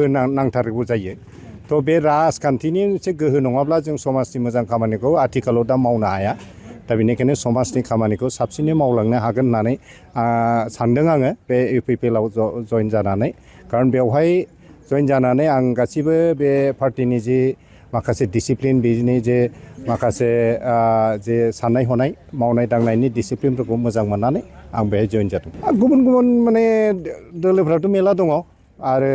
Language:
Bodo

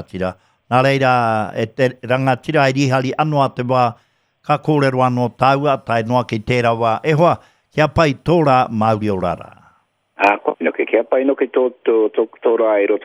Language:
Māori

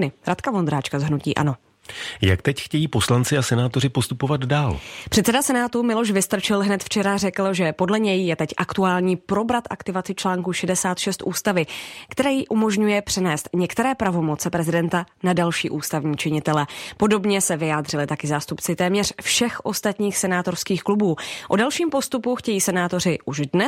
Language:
Czech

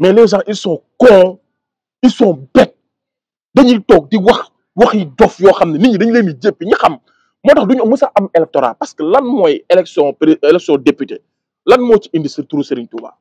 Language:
Wolof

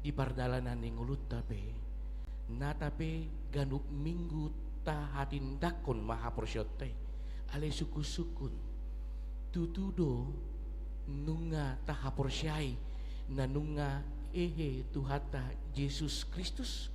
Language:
Batak Toba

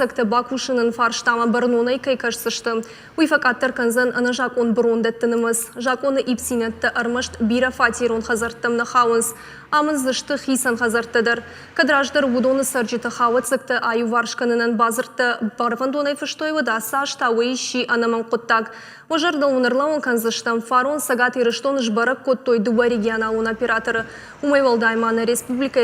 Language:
Ossetic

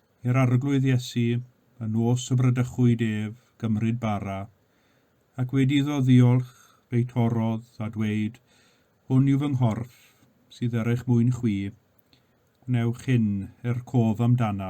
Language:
Welsh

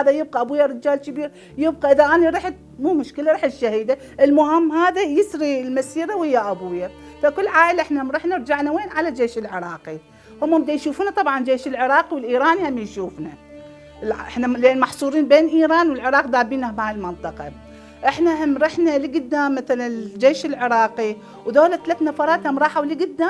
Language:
Mesopotamian Arabic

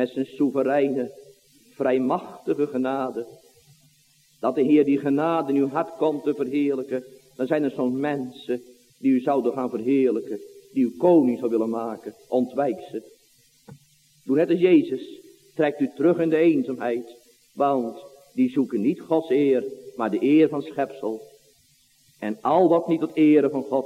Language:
Dutch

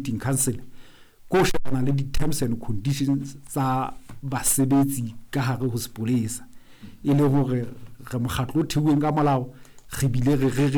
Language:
Southern Sotho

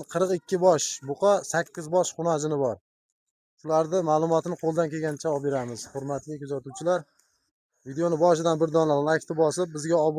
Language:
Uzbek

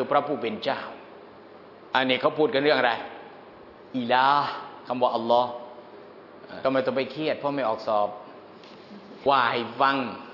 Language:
Thai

